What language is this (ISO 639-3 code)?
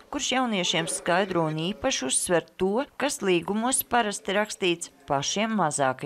lav